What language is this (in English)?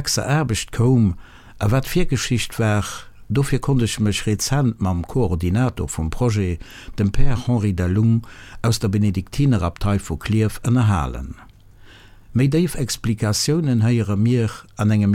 Luxembourgish